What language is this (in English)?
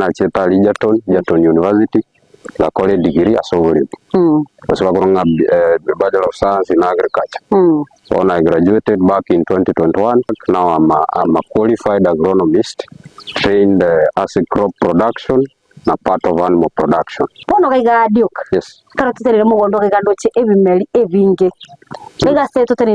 Gusii